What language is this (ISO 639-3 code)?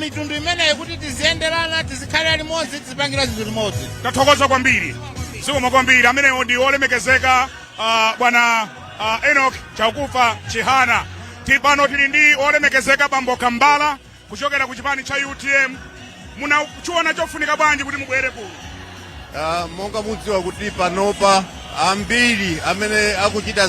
nya